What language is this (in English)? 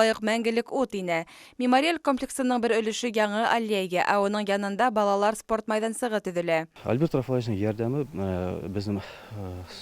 Bashkir